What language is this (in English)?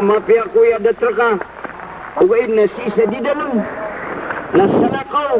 Maranao